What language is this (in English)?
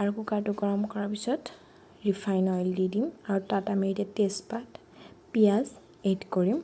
Assamese